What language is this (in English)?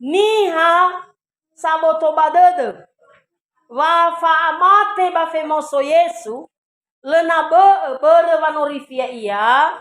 Nias